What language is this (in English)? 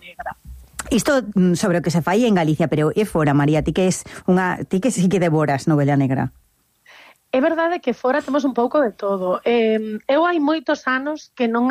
Galician